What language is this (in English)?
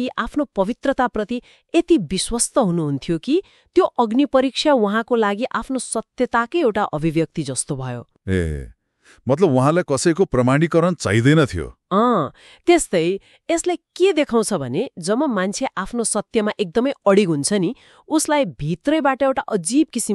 Nepali